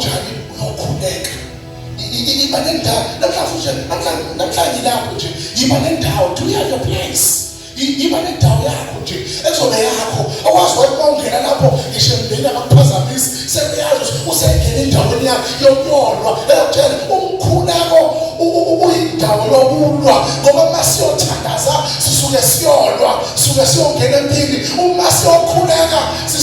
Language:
Zulu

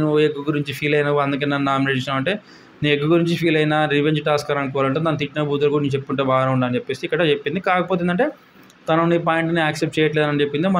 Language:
Telugu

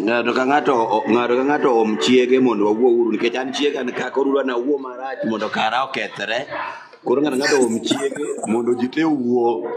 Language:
Luo (Kenya and Tanzania)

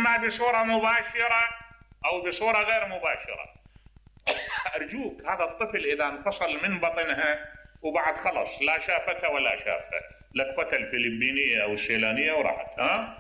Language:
Mesopotamian Arabic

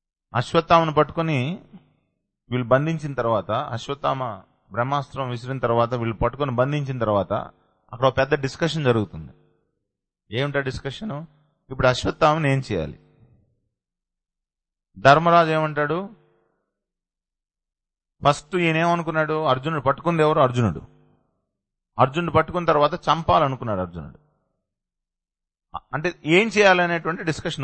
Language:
Telugu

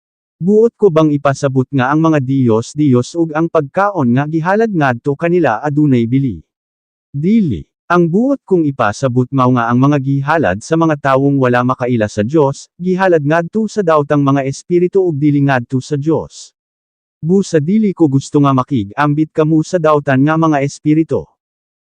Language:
Cebuano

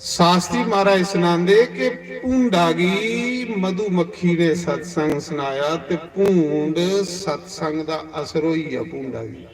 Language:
Dogri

